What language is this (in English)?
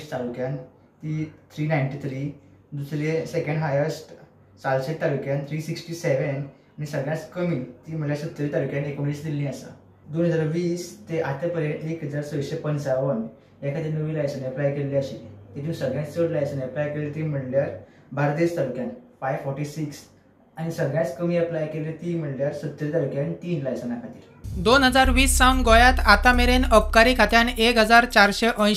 Konkani